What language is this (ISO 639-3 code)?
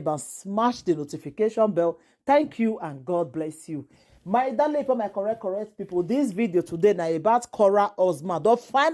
pcm